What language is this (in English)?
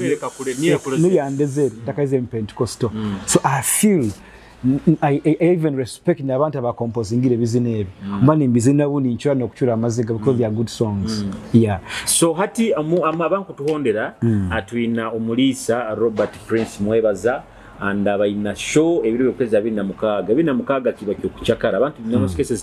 Nyoro